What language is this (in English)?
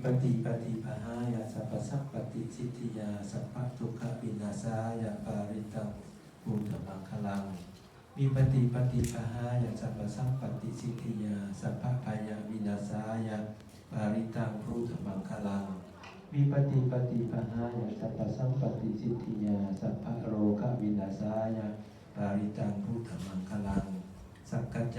Pali